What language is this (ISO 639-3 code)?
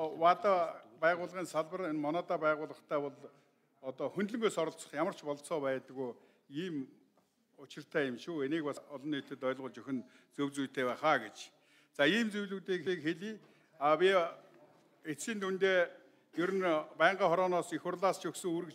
mon